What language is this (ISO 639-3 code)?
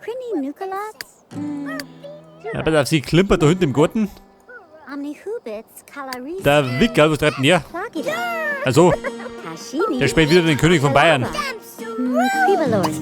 bar